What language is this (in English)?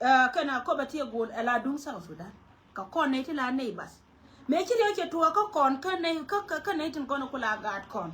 Nuer